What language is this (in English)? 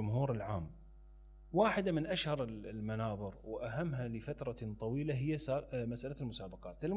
Mesopotamian Arabic